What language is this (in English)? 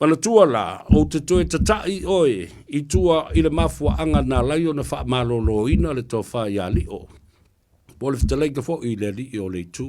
Samoan